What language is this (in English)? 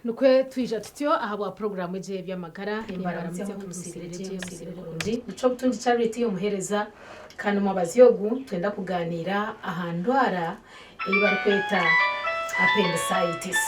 Nyankole